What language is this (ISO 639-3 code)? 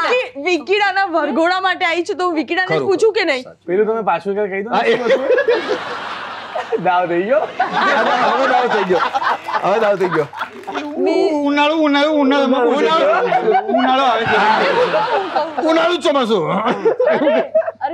guj